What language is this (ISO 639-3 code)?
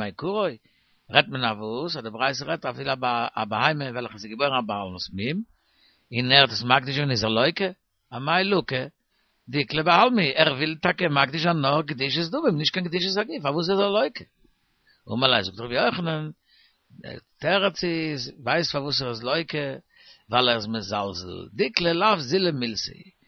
yid